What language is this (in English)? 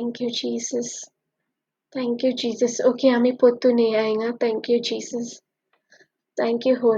Konkani